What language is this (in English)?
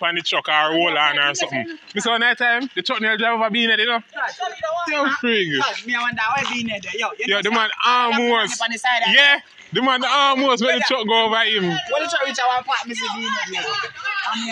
Jamaican Creole English